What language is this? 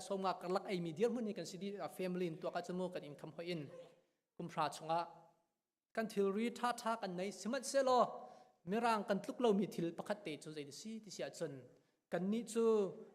Hakha Chin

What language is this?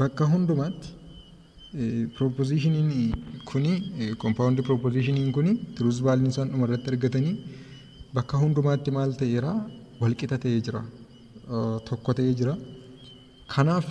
Oromo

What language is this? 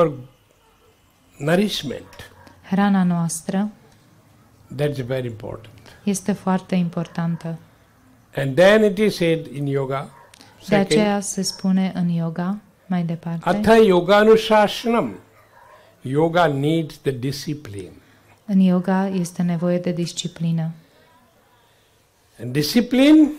Romanian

